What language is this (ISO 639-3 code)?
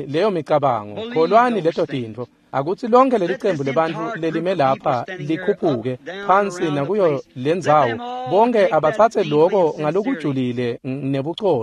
ssw